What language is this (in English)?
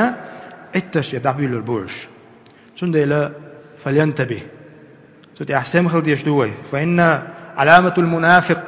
Chechen